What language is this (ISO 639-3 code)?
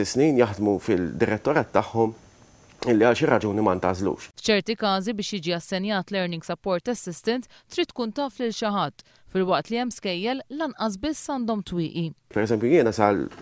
mlt